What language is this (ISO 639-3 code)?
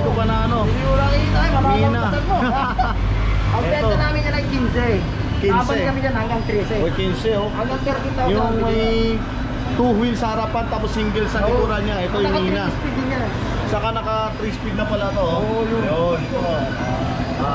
fil